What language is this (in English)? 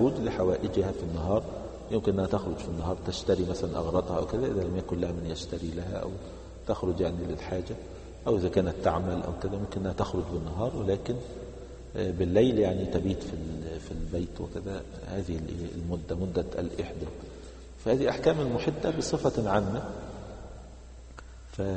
Arabic